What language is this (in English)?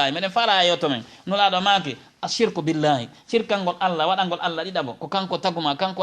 Fula